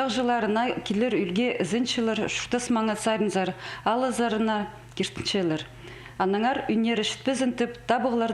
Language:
Khakas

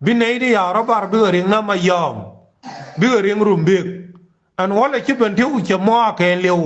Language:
Nuer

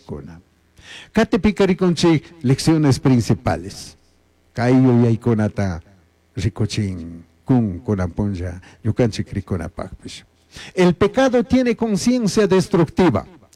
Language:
Chimborazo Highland Quichua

